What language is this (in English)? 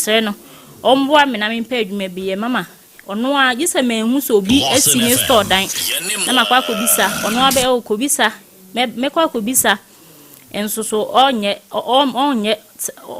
Akan